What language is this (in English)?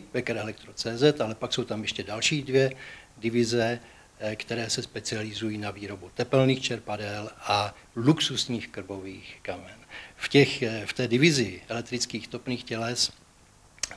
Czech